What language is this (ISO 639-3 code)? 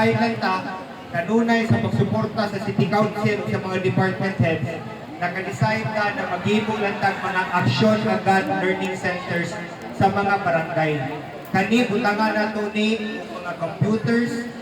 ceb